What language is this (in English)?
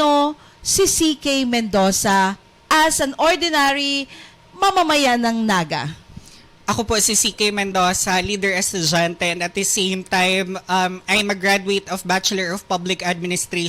Bikol